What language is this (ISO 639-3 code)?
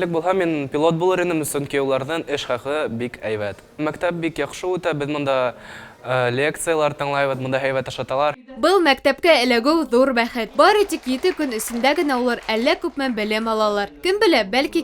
bak